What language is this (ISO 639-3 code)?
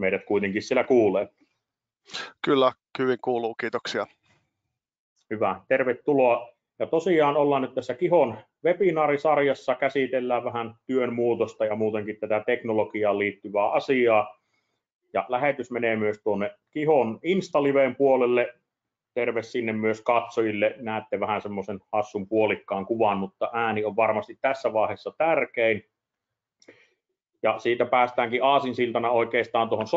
fin